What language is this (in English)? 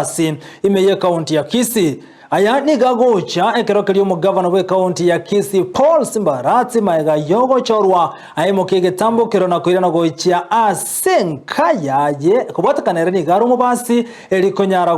Gusii